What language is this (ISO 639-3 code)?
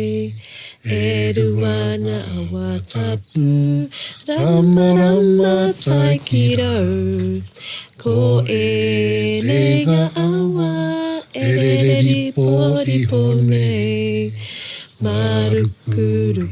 mri